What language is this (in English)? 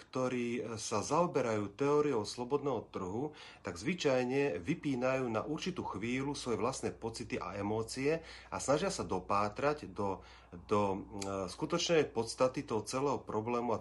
Slovak